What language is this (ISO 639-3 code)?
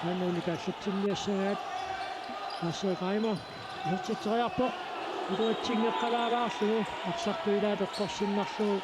kal